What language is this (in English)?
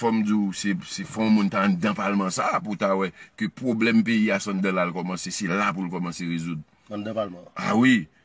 Haitian Creole